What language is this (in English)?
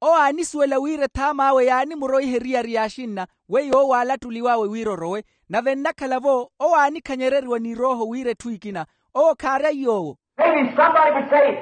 Makhuwa